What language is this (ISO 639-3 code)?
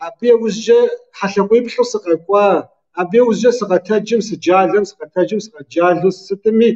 kbd